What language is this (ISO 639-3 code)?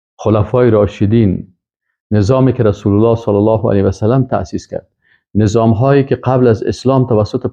fas